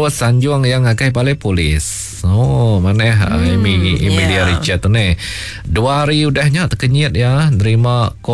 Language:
Iban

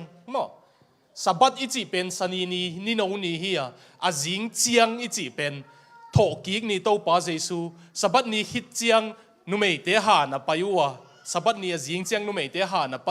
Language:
Tedim Chin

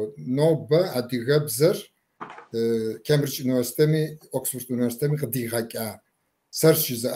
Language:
Kabardian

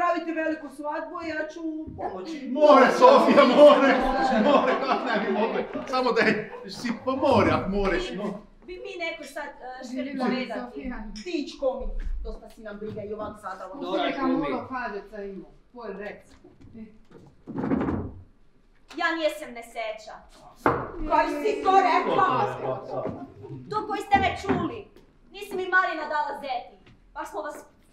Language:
Croatian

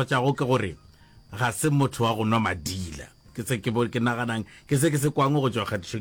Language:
Northern Sotho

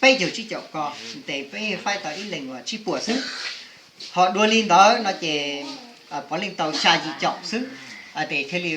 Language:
Hmong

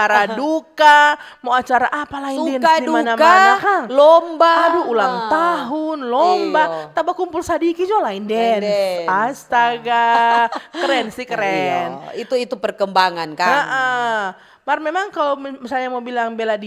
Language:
Manado Malay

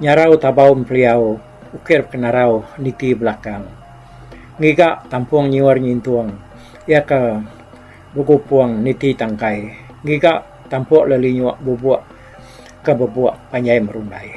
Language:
Iban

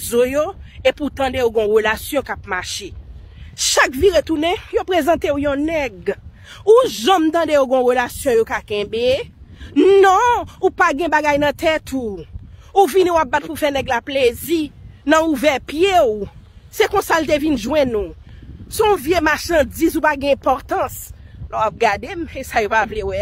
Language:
Haitian Creole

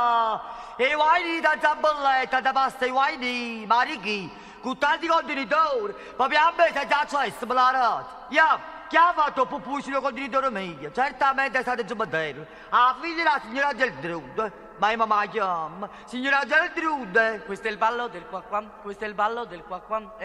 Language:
Neapolitan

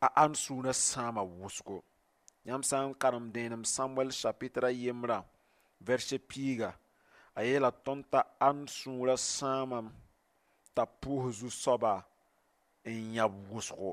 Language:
Mossi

